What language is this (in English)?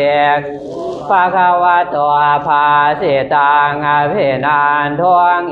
Pali